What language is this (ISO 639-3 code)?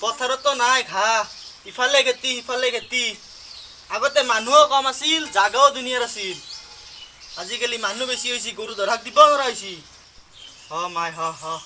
asm